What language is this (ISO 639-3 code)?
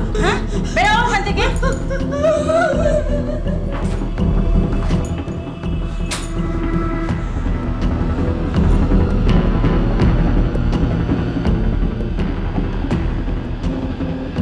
ben